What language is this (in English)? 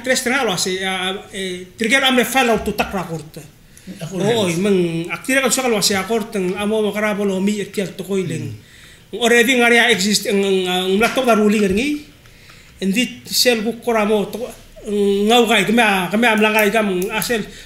Palauan